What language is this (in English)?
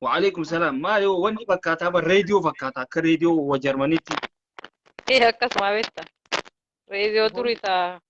Oromo